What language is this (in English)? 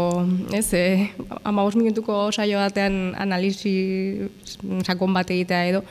Basque